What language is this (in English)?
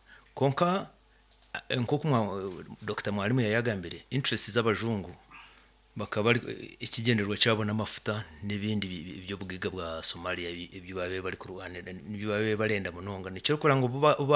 Nyankole